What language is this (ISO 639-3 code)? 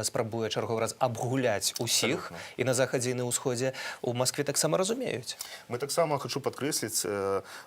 bel